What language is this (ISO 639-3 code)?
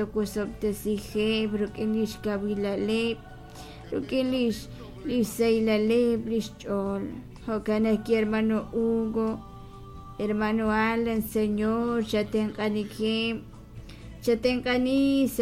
kek